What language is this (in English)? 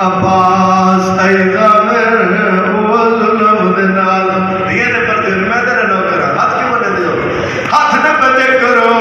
Saraiki